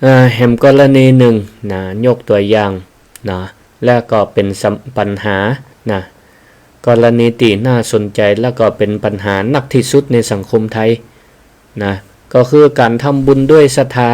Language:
Northern Thai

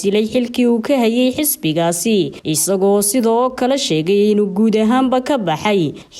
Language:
Somali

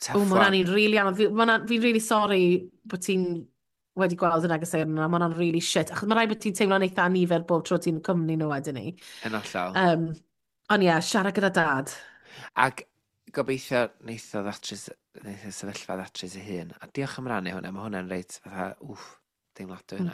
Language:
Welsh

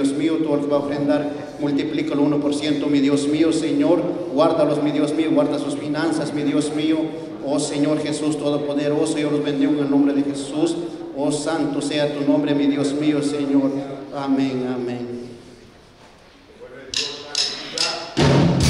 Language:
Spanish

